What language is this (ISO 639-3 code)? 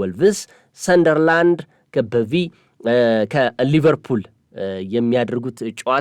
amh